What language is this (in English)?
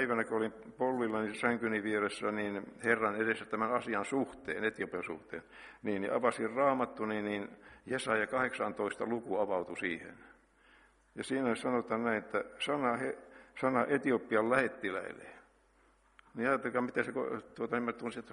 Finnish